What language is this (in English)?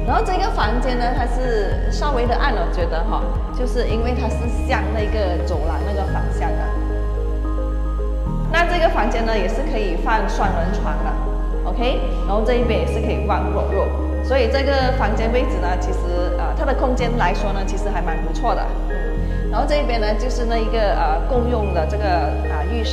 Chinese